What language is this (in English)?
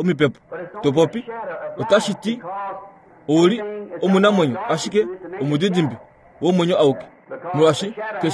Kuanyama